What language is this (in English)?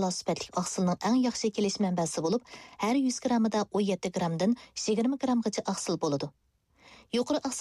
Uyghur